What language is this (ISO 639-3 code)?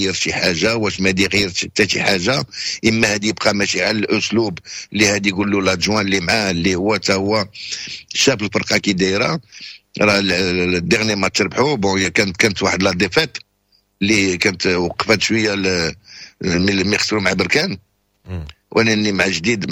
ary